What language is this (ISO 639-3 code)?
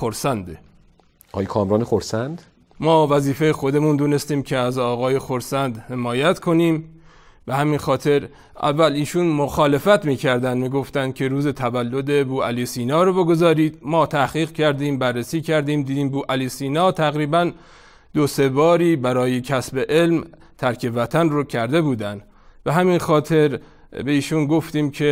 fas